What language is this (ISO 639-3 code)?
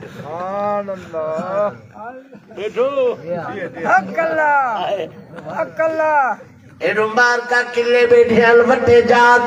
skr